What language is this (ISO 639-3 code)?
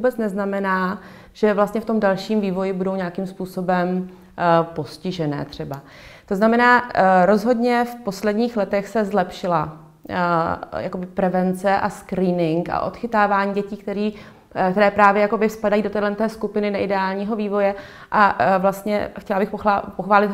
ces